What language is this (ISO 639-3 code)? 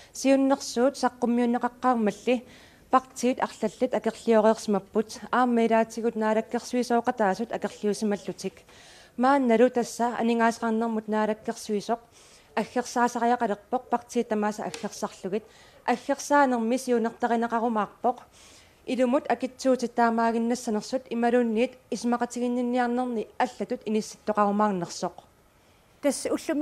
kal